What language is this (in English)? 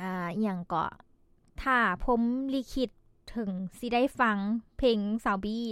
Lao